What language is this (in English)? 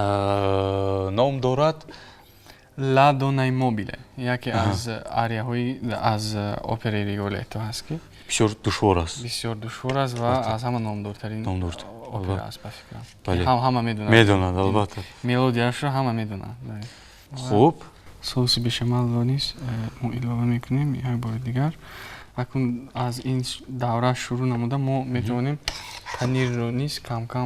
Tajik